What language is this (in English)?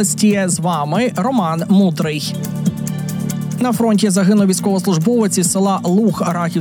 Ukrainian